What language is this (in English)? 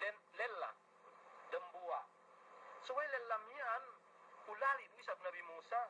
Yakan